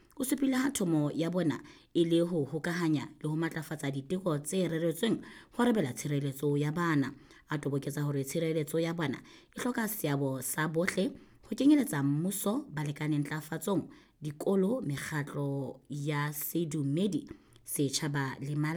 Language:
Southern Sotho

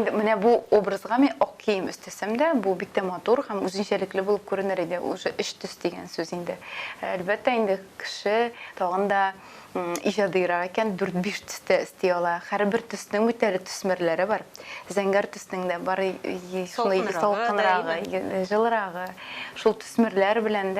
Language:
Tatar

